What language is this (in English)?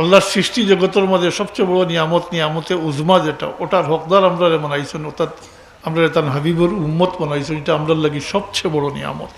Sylheti